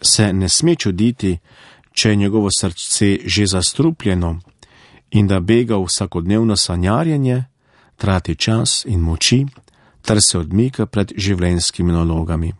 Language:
Slovenian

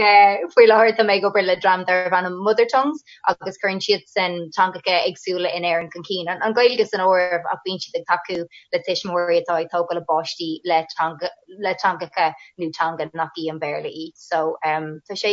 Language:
Irish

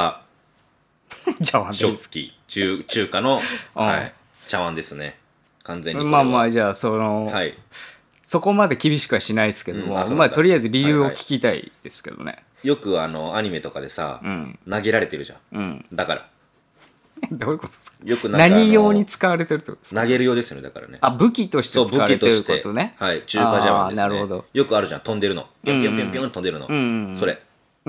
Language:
Japanese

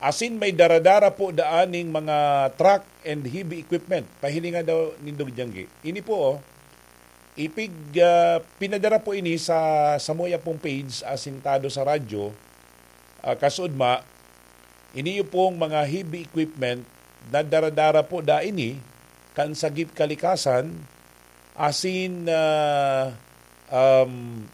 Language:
Bikol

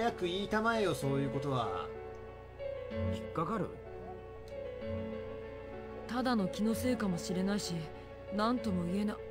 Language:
Japanese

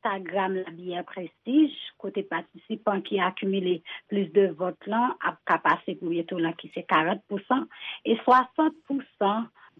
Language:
Haitian Creole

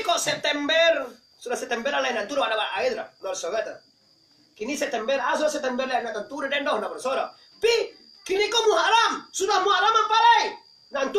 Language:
Minangkabau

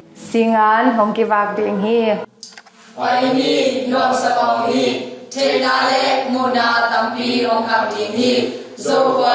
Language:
Tedim Chin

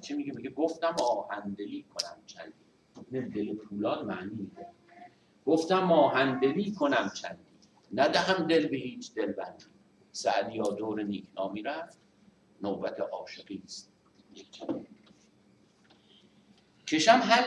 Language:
Persian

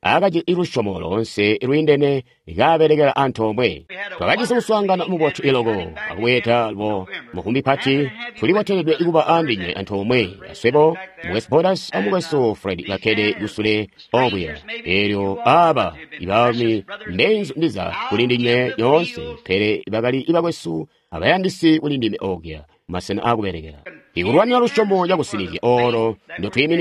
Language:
Tonga (Zambia)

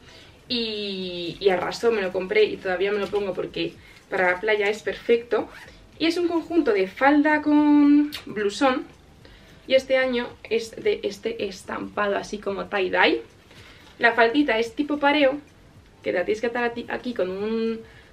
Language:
Spanish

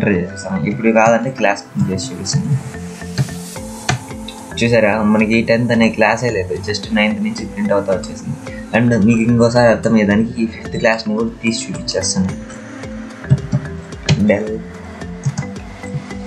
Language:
Telugu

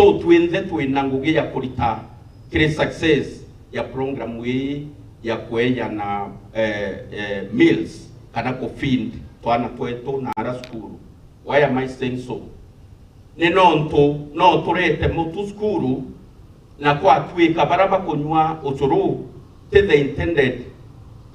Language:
Meru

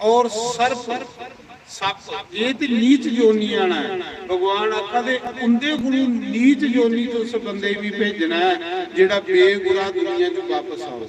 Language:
Dogri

